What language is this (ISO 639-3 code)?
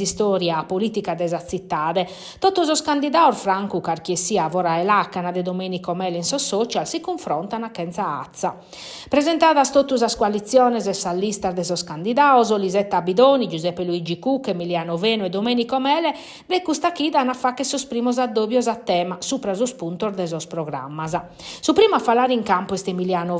srd